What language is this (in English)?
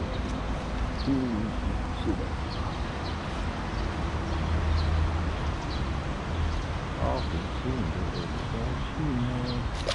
Chinese